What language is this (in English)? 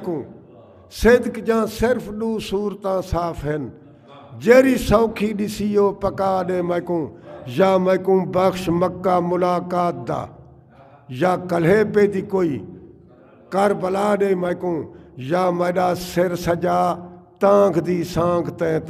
Saraiki